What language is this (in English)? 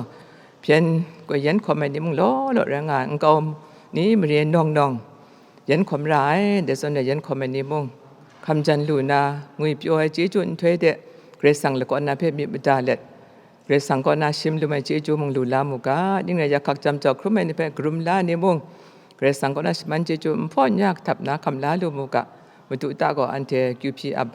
Kachin